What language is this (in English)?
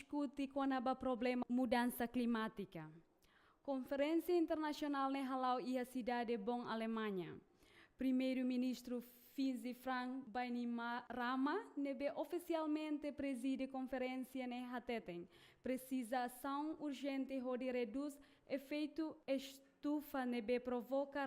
Tetum